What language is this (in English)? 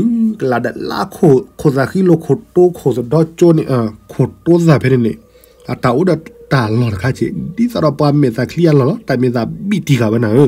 S'gaw Karen